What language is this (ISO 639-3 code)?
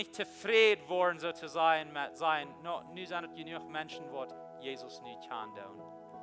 pdt